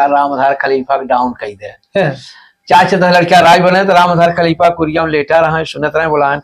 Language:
Awadhi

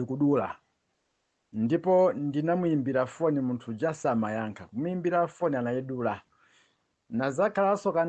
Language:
Nyanja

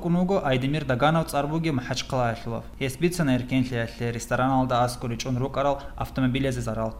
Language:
Avaric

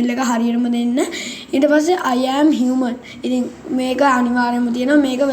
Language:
Sinhala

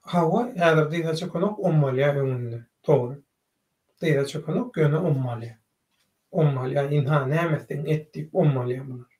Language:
Turkmen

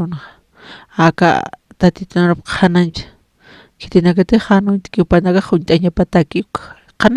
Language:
Aymara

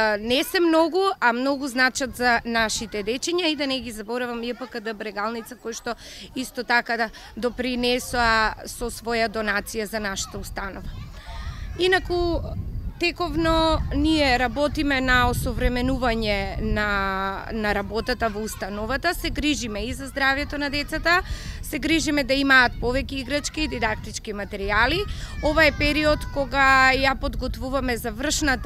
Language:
Macedonian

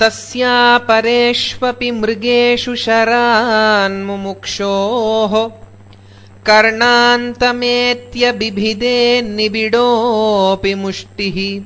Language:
Sanskrit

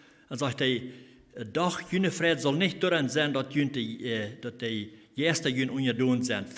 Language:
Plautdietsch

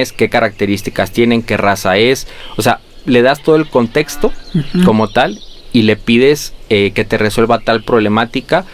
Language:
Spanish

